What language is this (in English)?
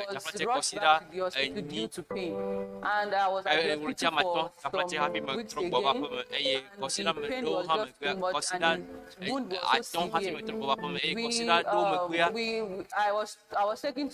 Ewe